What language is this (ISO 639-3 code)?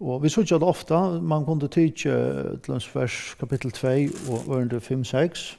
fao